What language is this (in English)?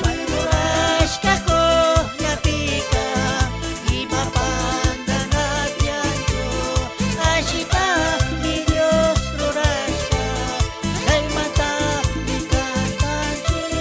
Chimborazo Highland Quichua